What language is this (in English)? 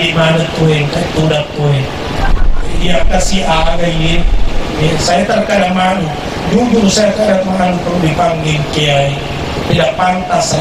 Buginese